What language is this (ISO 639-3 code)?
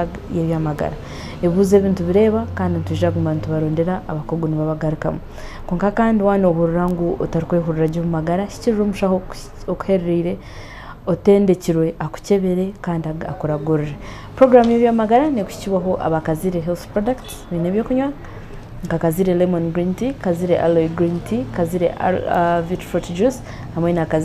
nyn